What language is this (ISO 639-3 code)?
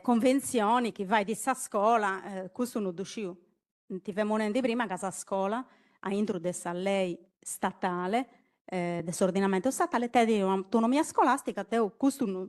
srd